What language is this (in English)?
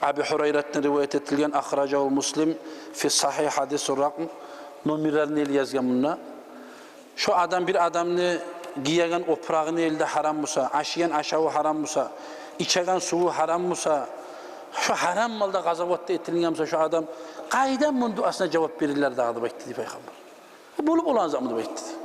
Kumyk